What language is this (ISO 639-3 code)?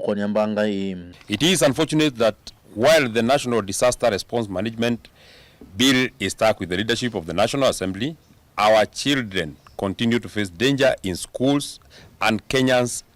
kam